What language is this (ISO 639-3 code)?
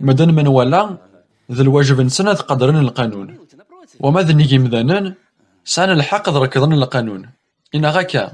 kab